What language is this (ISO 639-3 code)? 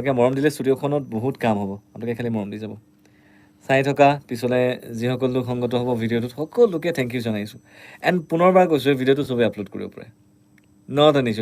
asm